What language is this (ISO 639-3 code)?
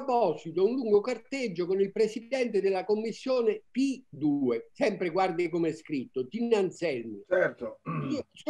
ita